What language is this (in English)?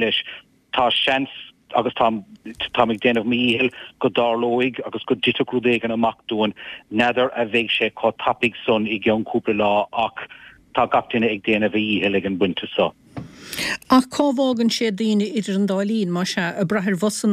Irish